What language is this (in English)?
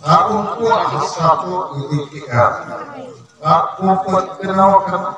Santali